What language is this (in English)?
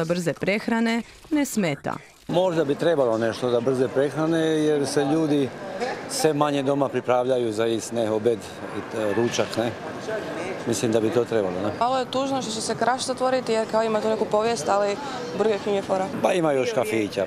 Croatian